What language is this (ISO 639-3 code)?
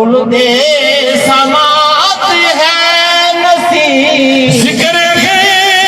skr